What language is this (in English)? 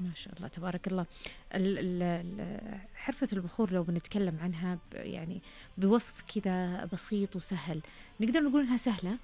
Najdi Arabic